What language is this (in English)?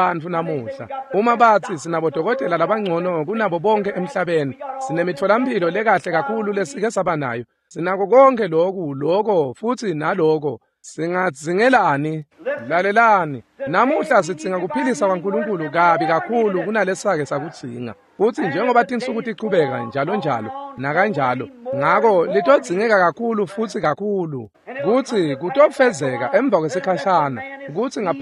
Swati